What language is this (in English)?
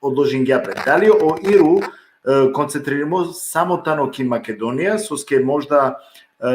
Balkan Romani